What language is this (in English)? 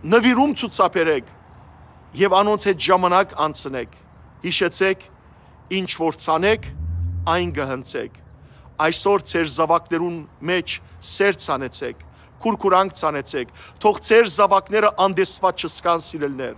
Western Armenian